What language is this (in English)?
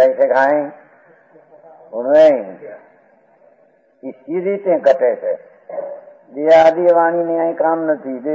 Gujarati